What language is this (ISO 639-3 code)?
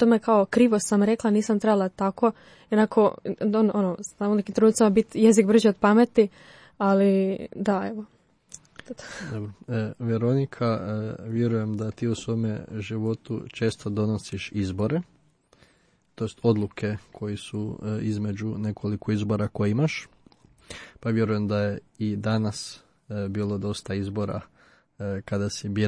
hrv